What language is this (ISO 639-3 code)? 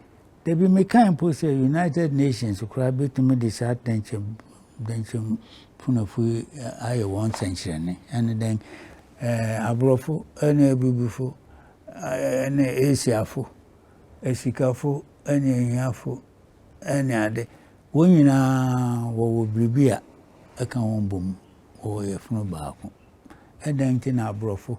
aka